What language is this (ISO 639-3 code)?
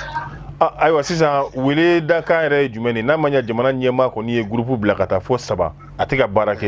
bam